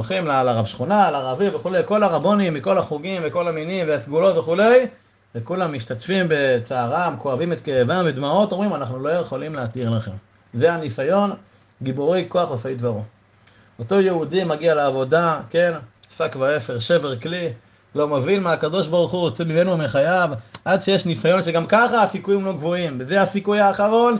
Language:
Hebrew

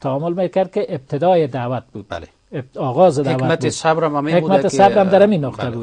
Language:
Persian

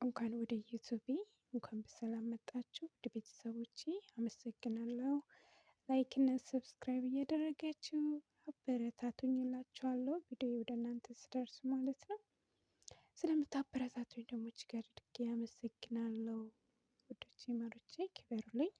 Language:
Amharic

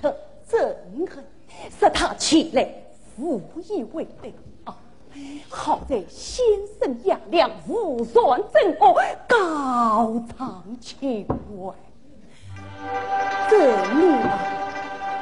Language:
Chinese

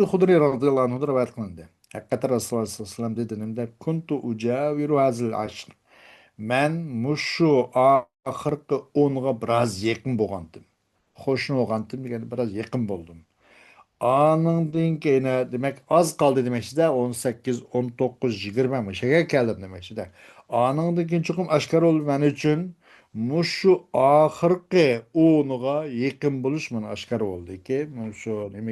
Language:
Uyghur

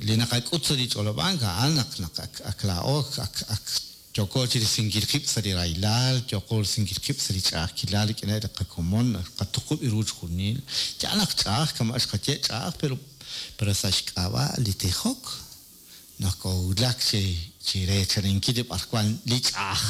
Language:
Kekchí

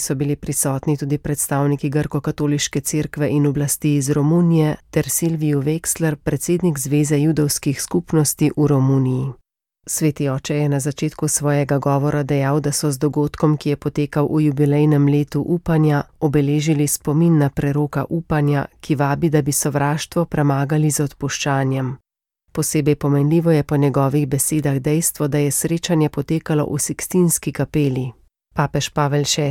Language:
Slovenian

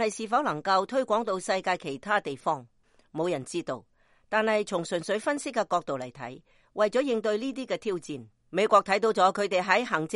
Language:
Cantonese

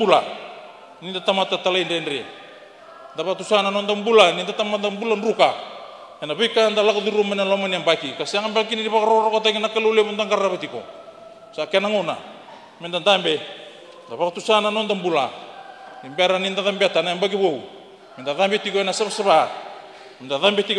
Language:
Fijian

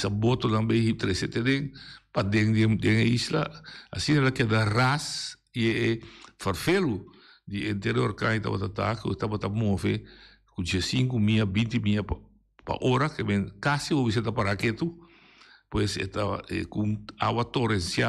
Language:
Papiamento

